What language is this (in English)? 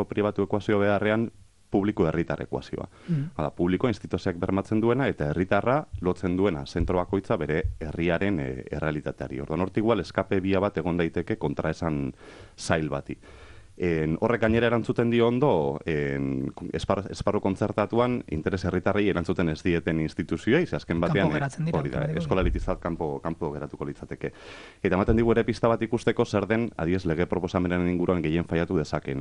Basque